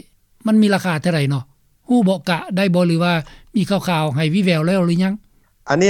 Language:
Lao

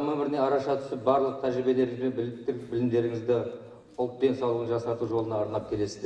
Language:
Kazakh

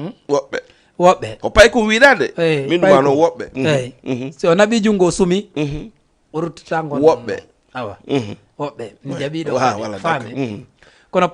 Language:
Fula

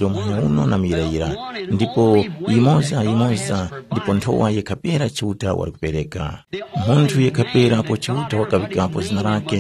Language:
Tumbuka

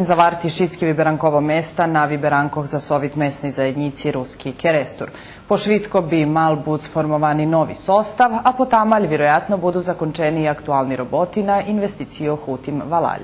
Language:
Rusyn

